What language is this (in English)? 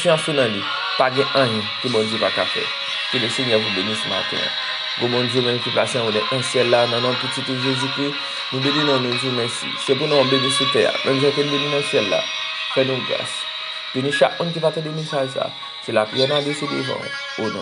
Haitian Creole